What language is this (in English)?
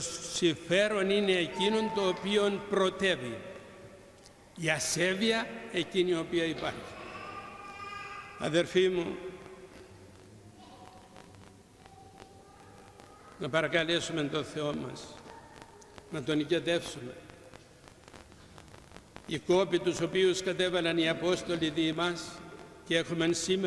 Greek